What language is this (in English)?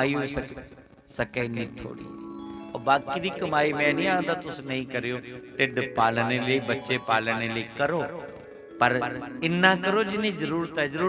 Dogri